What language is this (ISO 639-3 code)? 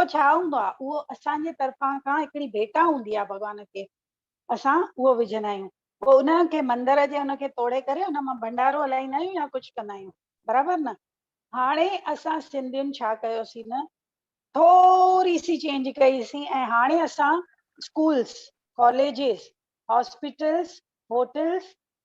snd